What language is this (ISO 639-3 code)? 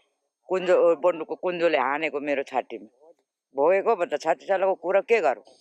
nep